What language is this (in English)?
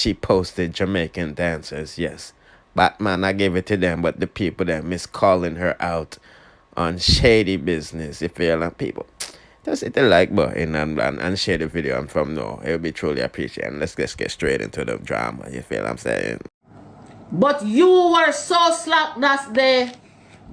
Jamaican Creole English